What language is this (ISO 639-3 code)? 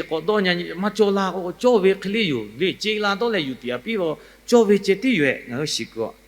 lhu